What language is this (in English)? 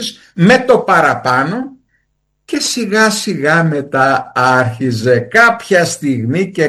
Greek